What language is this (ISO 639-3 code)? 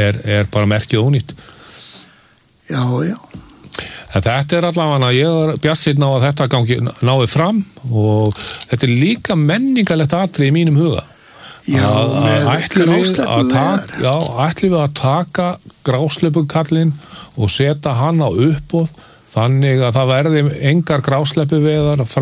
isl